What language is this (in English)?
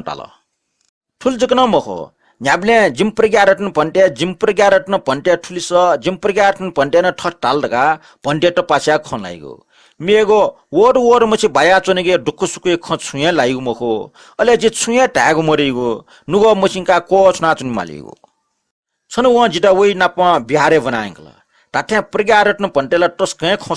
Newari